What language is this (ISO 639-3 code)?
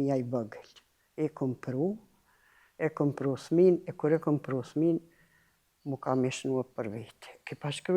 sqi